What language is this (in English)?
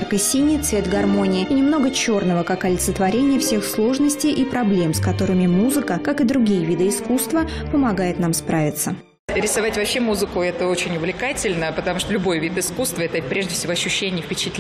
Russian